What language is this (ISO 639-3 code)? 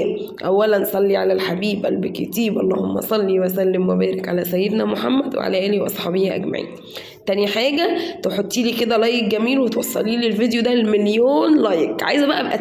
arz